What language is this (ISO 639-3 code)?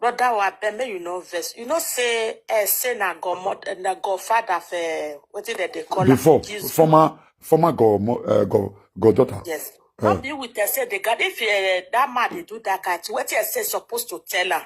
pcm